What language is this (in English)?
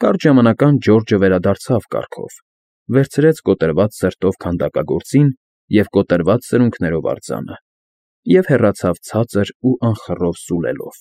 Armenian